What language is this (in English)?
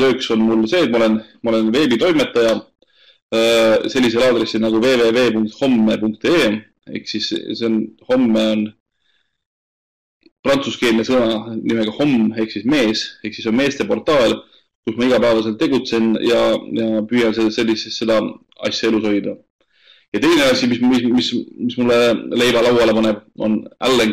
Estonian